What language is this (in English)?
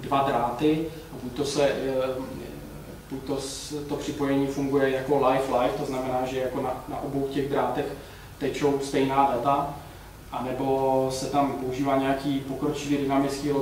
Czech